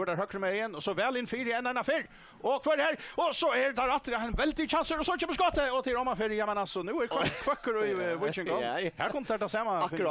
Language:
Faroese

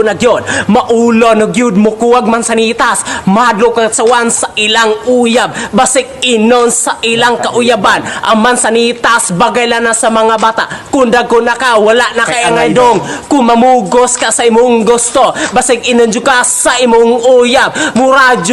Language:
Cebuano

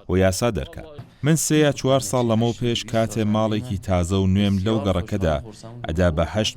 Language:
Central Kurdish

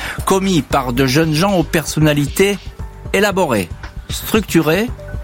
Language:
French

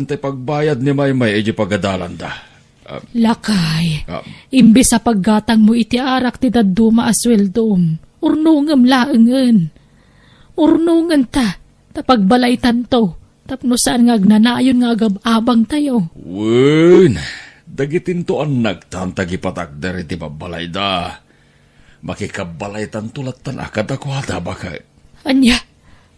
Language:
Iloko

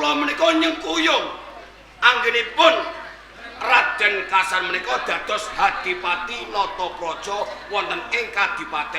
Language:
Javanese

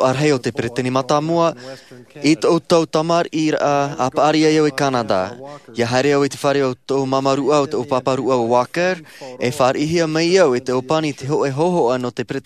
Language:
Tahitian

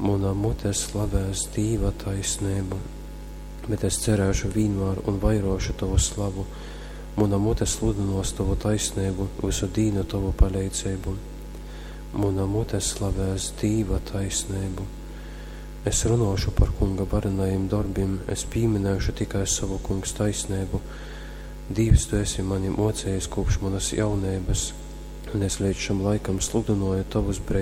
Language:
Latgalian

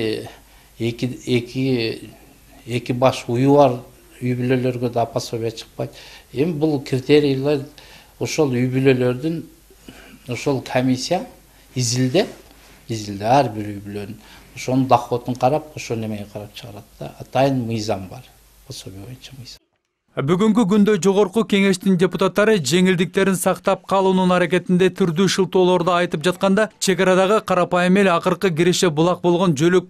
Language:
Kyrgyz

